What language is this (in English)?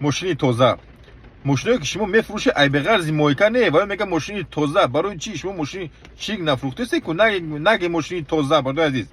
Tajik